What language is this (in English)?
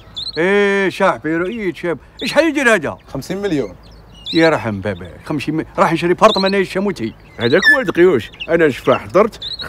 Algerian Arabic